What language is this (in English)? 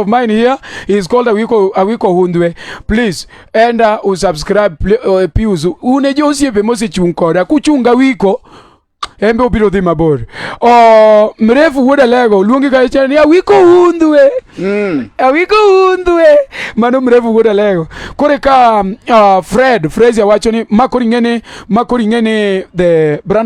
Luo (Kenya and Tanzania)